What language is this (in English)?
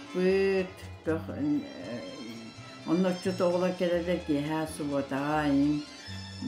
Yakut